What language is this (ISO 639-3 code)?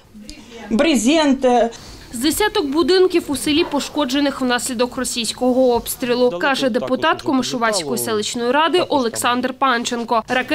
ukr